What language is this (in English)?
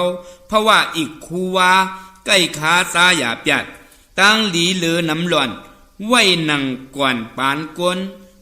Shan